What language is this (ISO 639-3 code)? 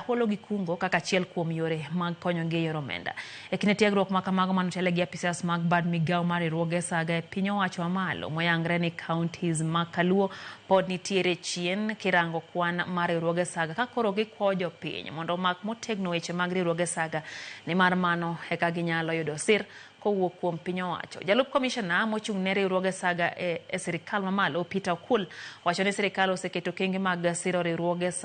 luo